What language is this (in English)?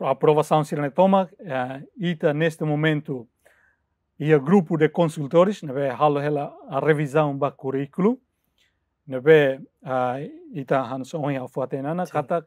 Tetum